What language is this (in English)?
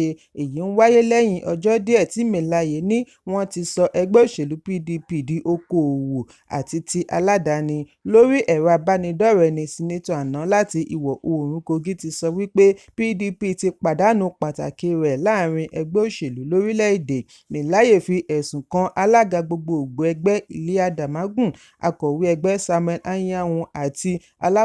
Yoruba